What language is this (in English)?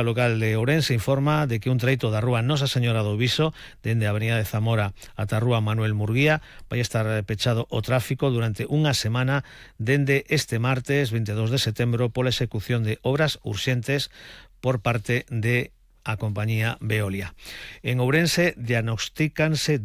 Galician